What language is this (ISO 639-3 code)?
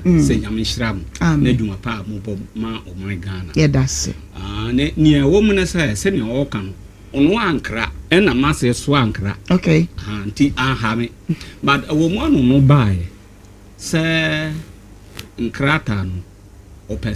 aka